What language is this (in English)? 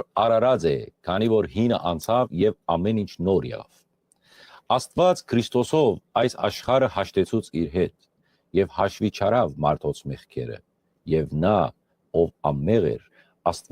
Western Armenian